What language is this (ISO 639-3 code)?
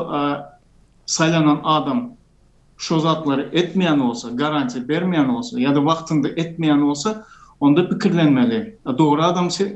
tuk